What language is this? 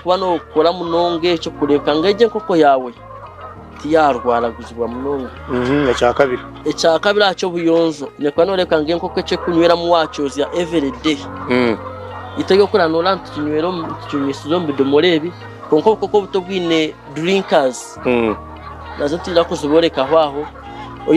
Nyankole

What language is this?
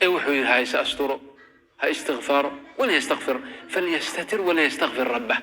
Somali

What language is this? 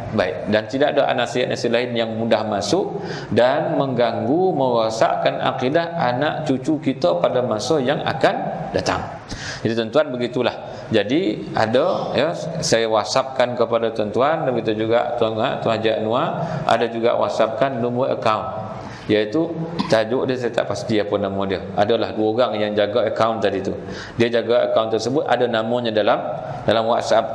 Malay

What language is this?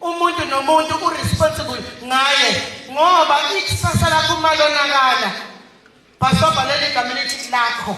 Zulu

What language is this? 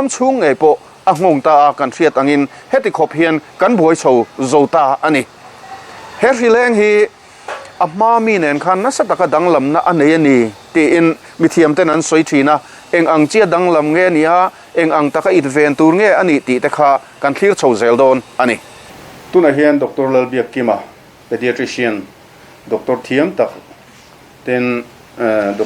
Mizo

